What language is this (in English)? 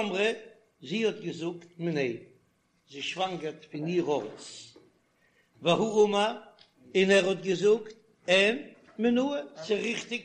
Yiddish